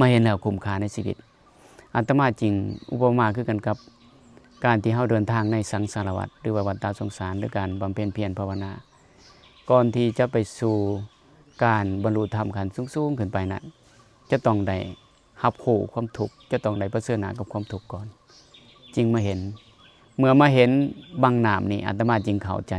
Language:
Lao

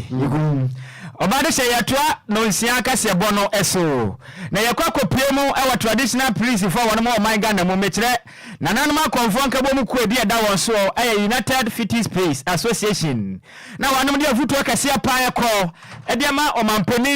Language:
Akan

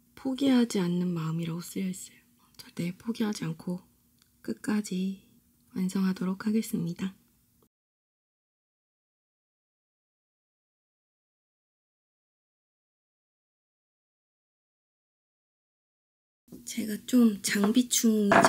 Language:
Korean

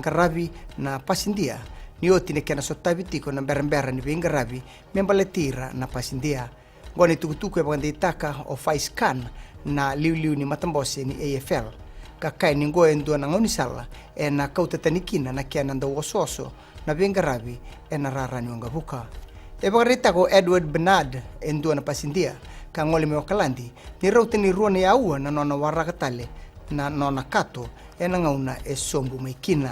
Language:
Fijian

